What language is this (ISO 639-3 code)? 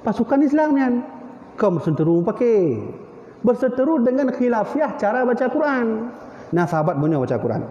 ace